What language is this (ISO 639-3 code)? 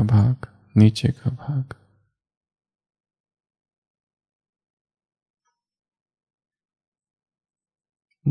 hin